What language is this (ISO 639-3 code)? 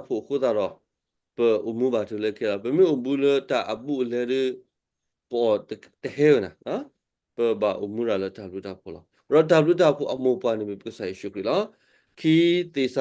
ksw